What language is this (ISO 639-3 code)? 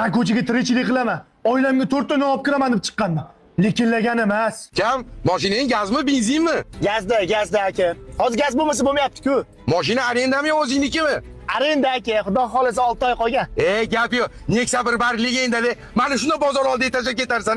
uzb